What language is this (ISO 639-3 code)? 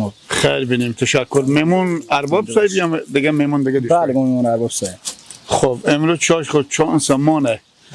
fas